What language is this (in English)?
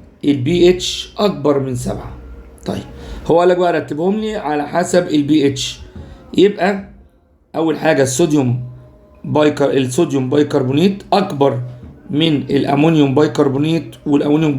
Egyptian Arabic